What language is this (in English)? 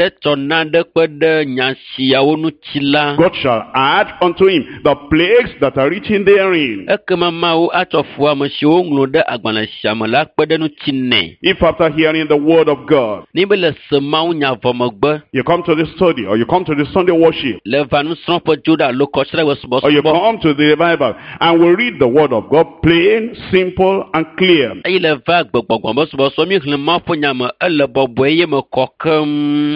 Ewe